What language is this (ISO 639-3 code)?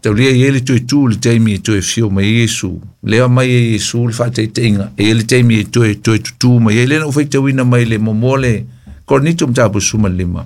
smo